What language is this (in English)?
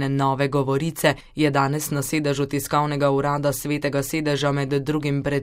Slovenian